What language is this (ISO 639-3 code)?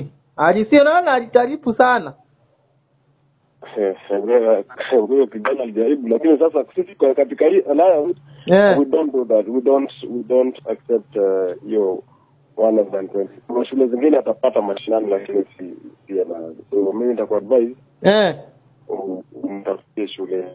swa